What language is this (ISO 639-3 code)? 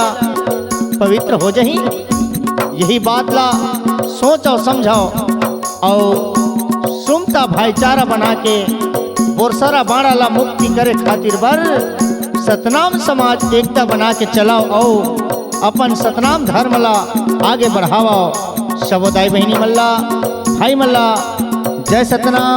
hne